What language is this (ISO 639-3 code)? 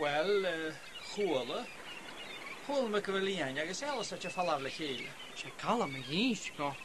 gla